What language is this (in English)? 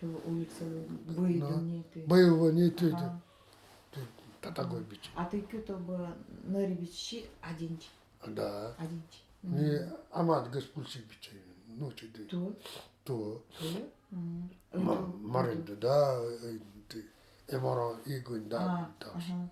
Nanai